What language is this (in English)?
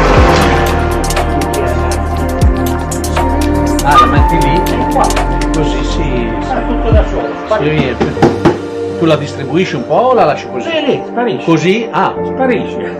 Italian